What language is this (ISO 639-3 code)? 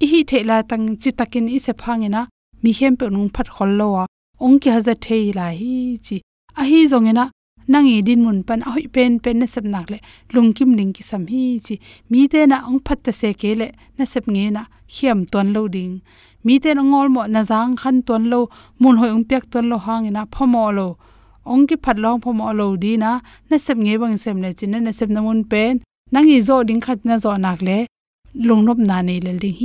ctd